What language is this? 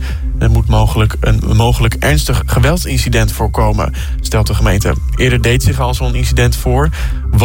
Dutch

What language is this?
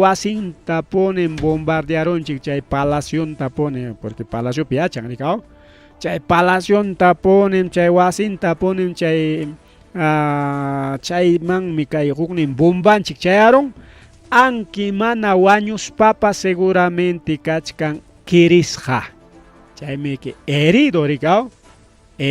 Ayacucho Quechua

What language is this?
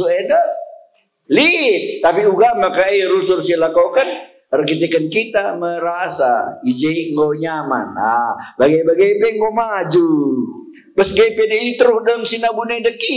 Batak Karo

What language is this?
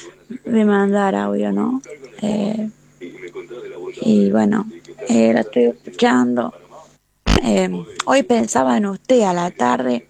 Spanish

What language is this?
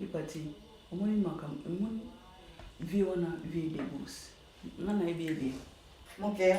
Lingala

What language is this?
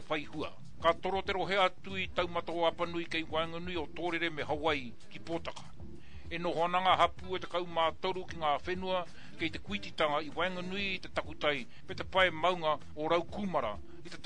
Māori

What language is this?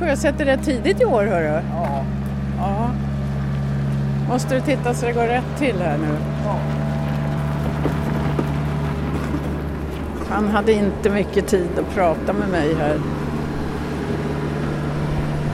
Swedish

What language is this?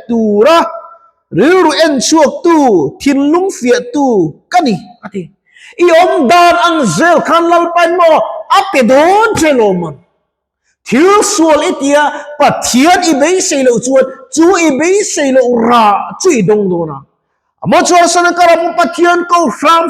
Mizo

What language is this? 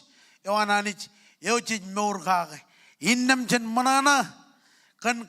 Marshallese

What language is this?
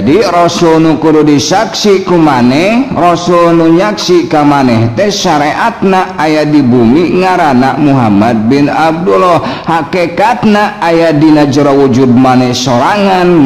Sundanese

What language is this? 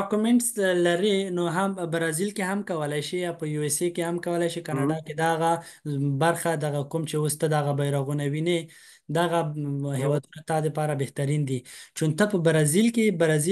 Pashto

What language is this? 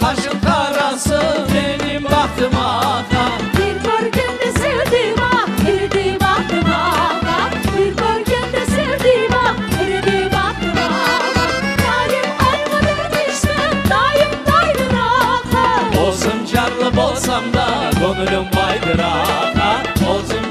Crimean Tatar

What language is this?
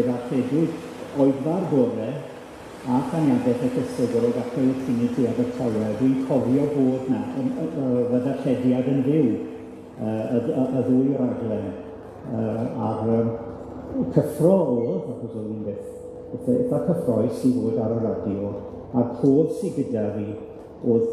Welsh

